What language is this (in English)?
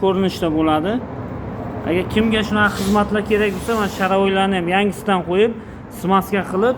Uzbek